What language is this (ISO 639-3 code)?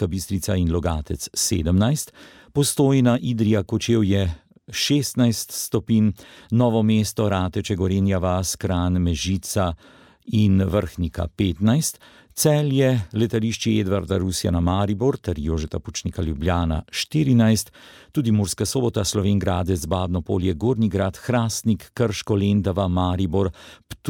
slv